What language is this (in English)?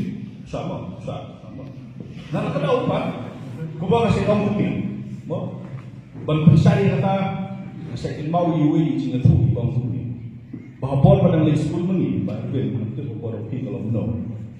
Khasi